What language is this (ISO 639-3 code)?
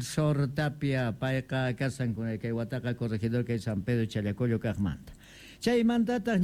que